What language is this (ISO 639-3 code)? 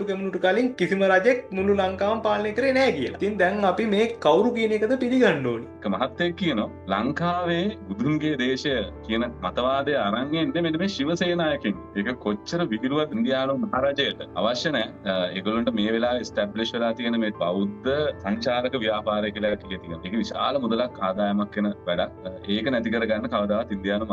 sin